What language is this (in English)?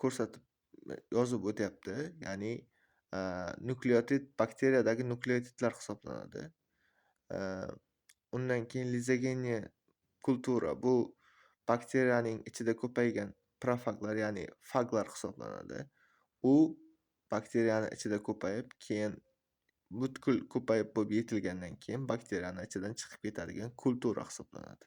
Uzbek